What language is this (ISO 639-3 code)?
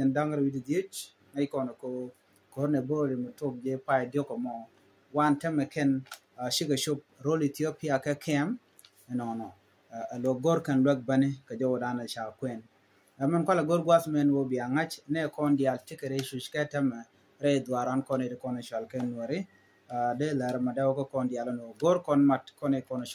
nus